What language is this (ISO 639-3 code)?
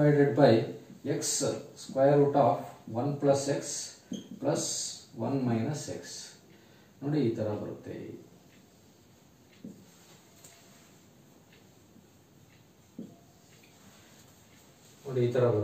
kan